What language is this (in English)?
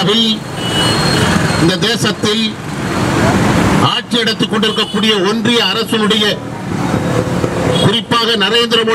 Tamil